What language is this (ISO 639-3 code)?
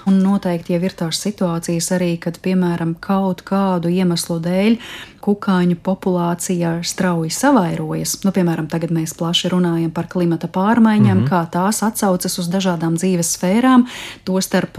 lav